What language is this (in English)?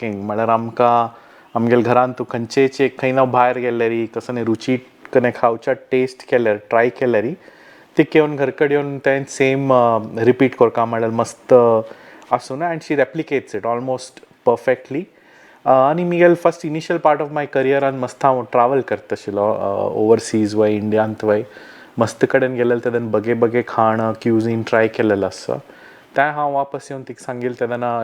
Konkani